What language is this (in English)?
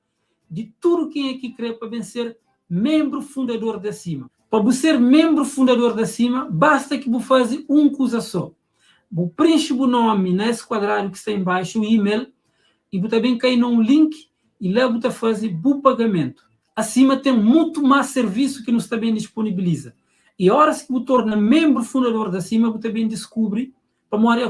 Kabuverdianu